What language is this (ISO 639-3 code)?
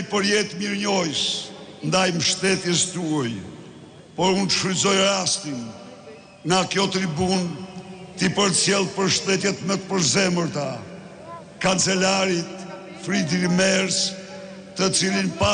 sqi